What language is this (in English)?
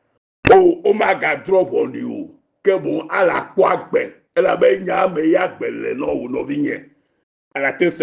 Ewe